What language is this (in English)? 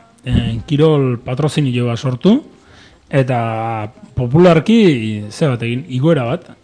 Basque